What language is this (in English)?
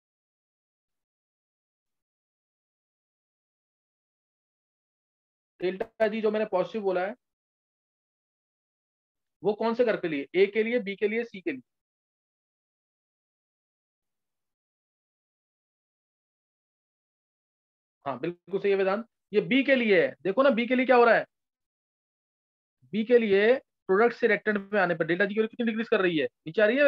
Hindi